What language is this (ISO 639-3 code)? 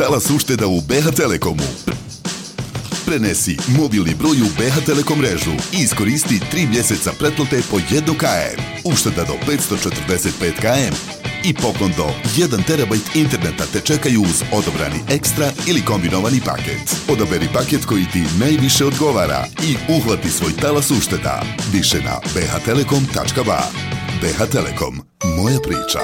bos